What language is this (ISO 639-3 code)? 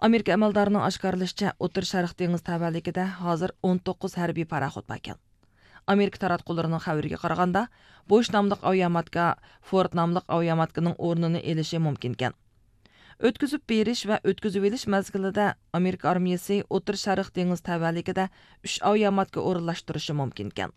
uig